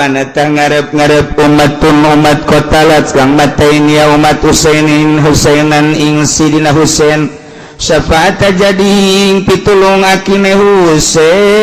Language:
Sundanese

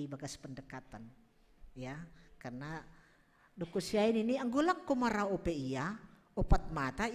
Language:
Batak Simalungun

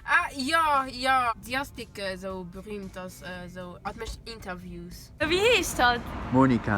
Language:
Luxembourgish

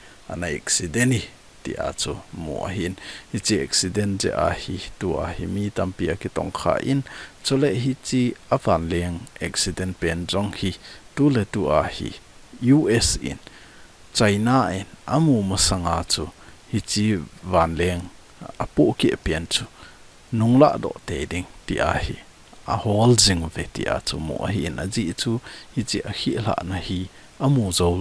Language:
Thado Chin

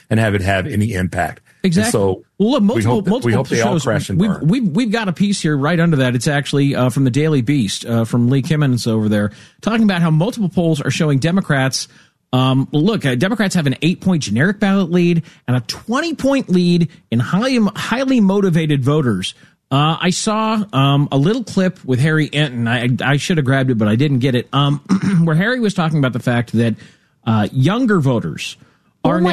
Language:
English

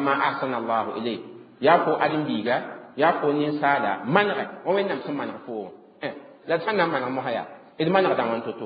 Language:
Mossi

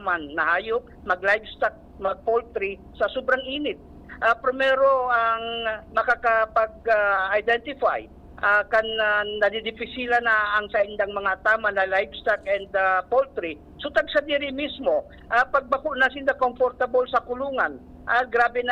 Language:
Bikol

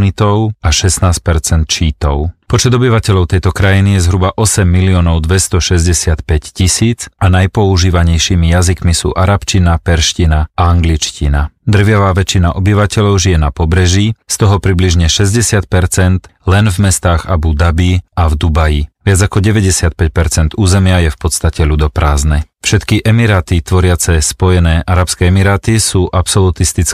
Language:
Slovak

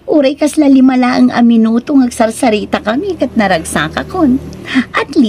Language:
Iloko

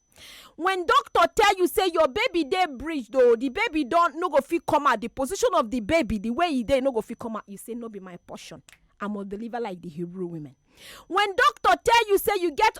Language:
Nigerian Pidgin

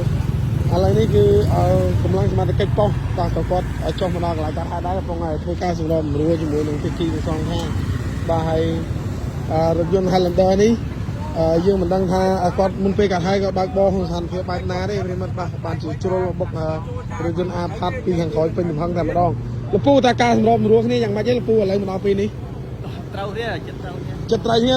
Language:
Khmer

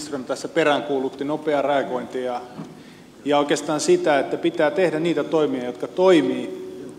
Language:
Finnish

